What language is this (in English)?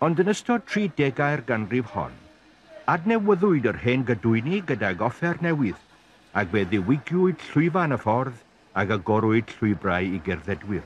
Welsh